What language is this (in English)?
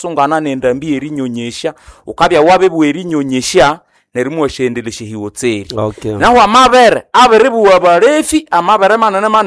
Nande